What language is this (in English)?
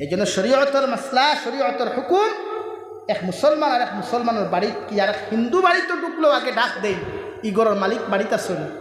Sylheti